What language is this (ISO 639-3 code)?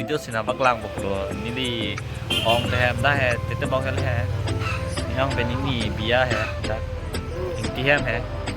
mjw